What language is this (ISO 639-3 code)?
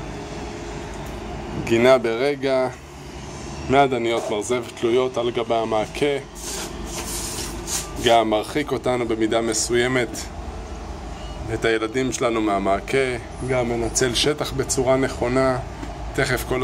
heb